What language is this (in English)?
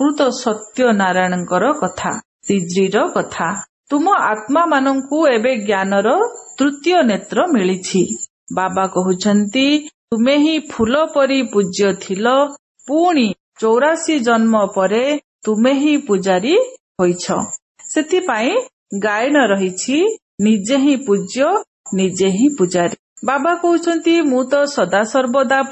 Odia